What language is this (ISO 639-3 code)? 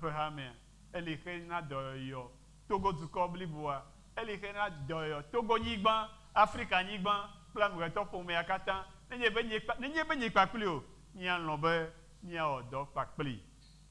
ewe